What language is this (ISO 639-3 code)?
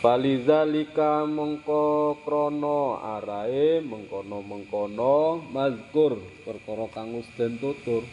jav